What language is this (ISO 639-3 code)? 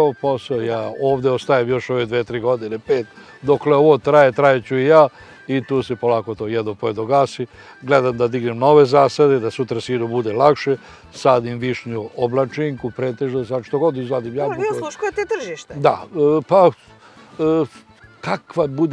srp